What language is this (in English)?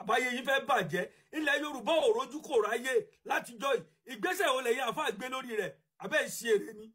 Yoruba